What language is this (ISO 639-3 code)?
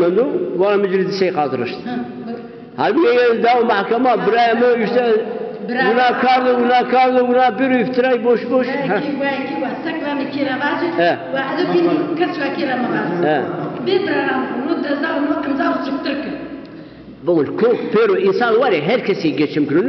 zza